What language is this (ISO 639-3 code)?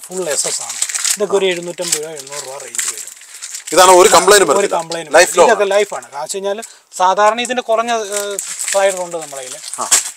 mal